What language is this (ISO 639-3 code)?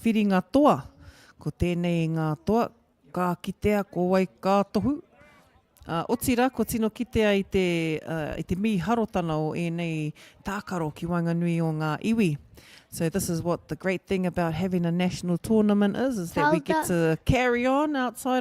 mri